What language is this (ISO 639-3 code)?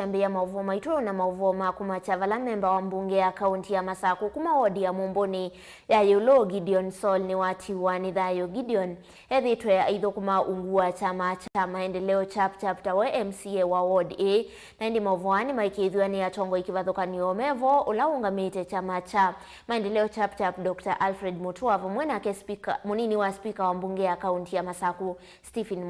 kam